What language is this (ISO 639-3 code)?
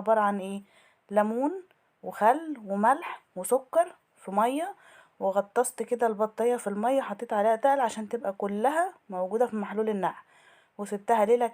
arz